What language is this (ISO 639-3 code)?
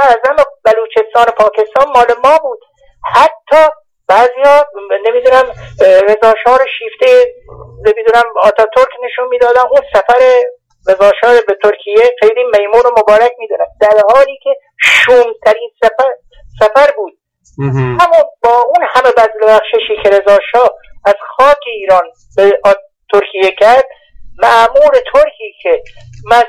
fas